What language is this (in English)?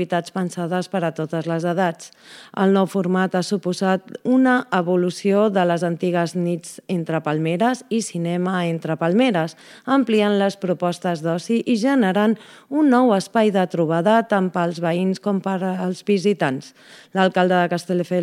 Catalan